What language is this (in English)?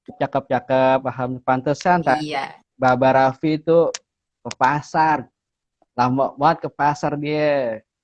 Betawi